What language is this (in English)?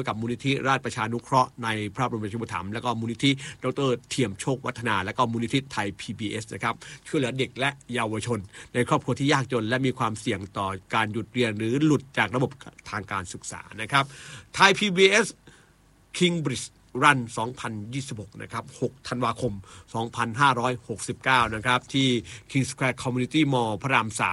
Thai